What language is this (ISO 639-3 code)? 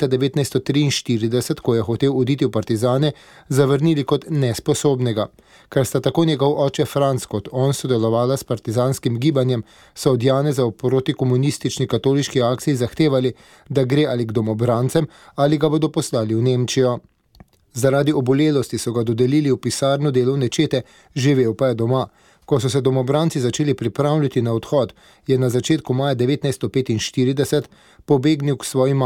slv